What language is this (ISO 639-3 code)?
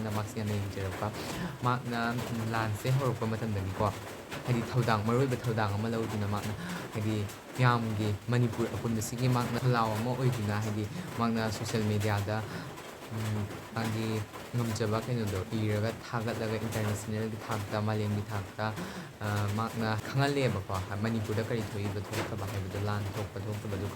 mni